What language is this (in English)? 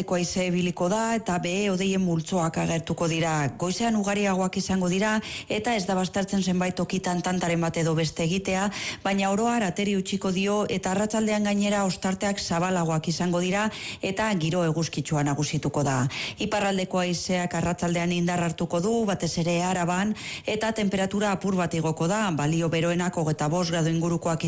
Basque